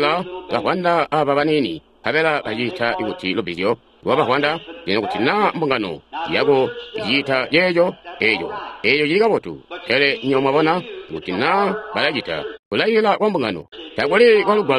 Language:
Tonga (Zambia)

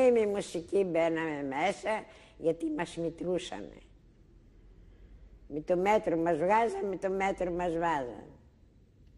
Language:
Greek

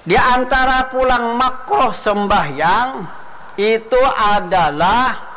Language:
Banjar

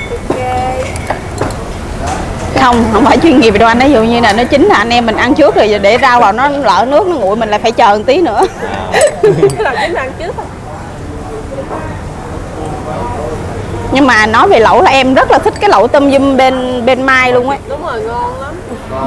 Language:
Vietnamese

